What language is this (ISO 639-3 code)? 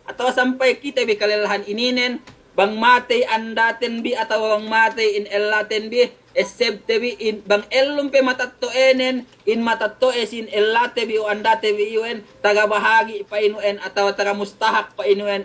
yka